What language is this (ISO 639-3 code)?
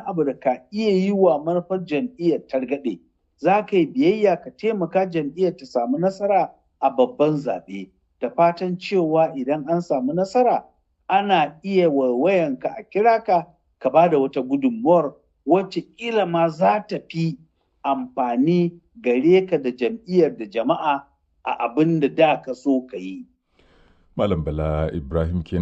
hau